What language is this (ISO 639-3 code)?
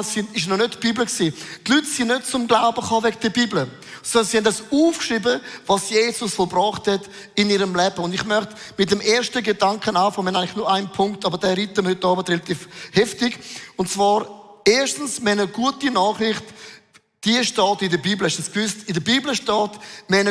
gsw